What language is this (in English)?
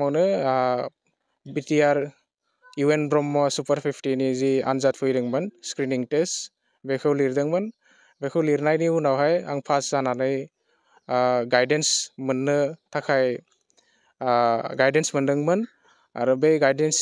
Bodo